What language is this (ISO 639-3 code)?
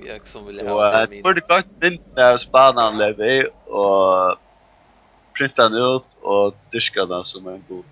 fao